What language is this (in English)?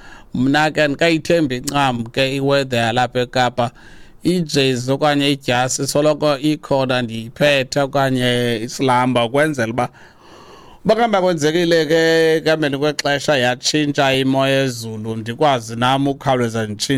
Xhosa